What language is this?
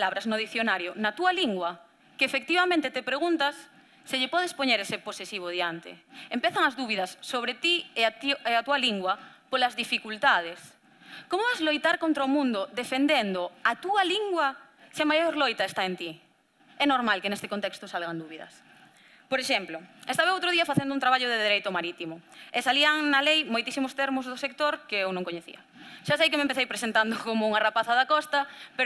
Galician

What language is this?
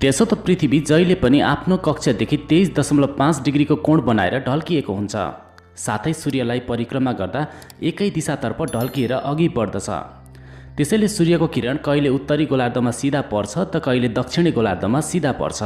Nepali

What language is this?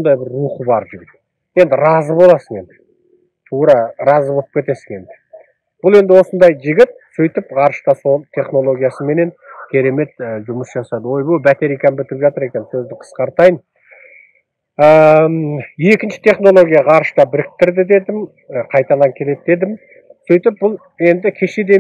Kazakh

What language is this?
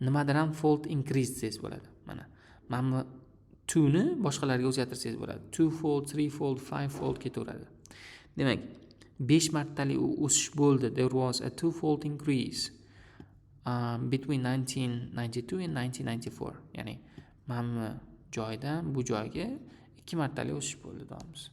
Uzbek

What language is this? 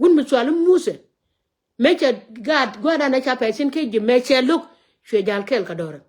Nuer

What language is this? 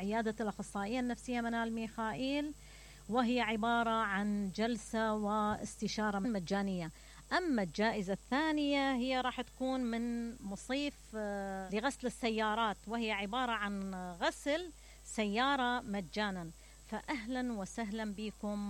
Mesopotamian Arabic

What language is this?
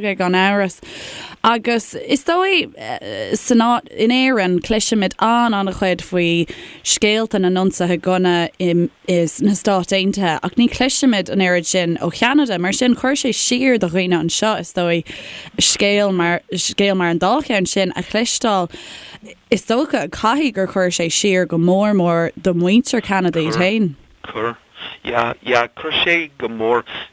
Irish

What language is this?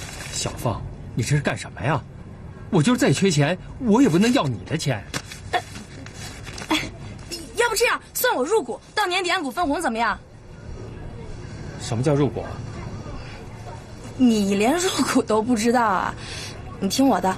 Chinese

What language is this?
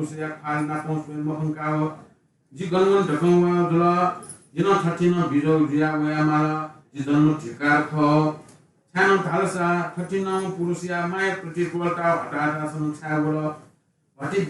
Newari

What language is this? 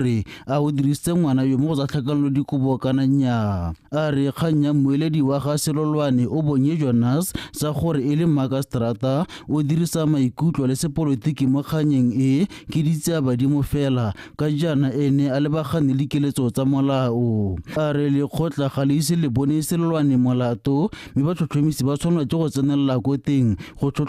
Tswana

